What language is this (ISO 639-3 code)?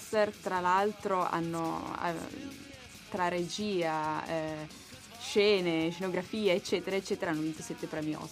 ita